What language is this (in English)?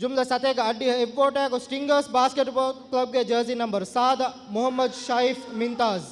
Divehi